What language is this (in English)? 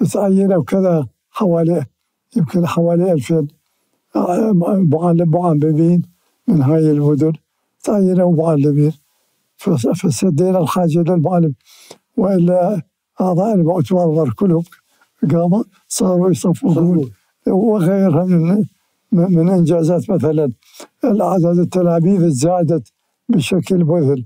Mesopotamian Arabic